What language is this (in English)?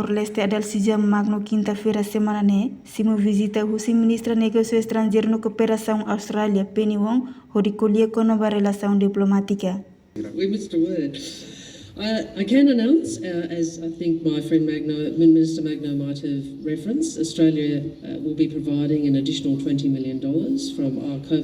Tetum